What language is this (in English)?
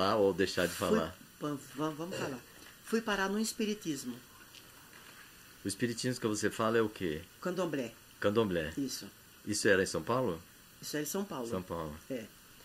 Portuguese